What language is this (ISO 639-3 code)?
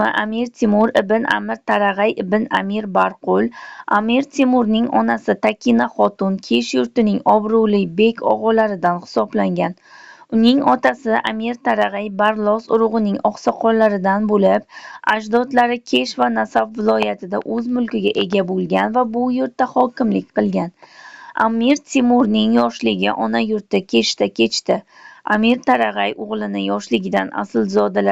uzb